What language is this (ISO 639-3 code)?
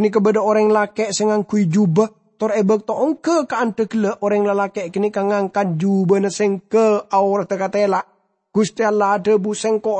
mad